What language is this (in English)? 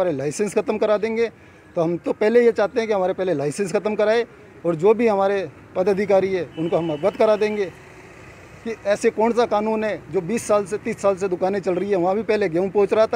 Hindi